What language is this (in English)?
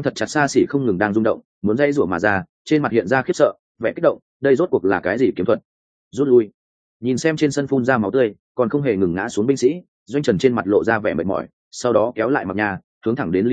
Vietnamese